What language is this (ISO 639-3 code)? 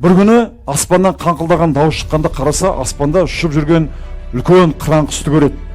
kaz